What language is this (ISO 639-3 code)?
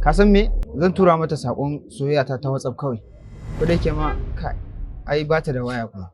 hau